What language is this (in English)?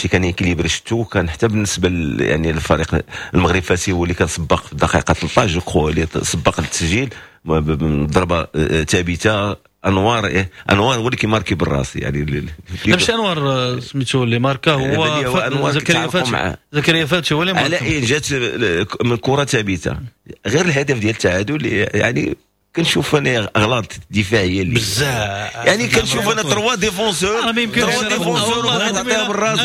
Moroccan Arabic